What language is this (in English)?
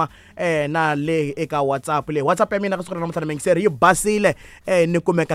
Tsonga